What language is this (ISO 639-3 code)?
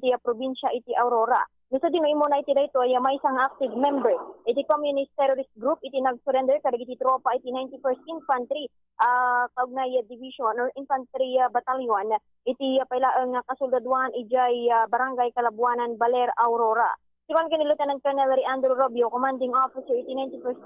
ilo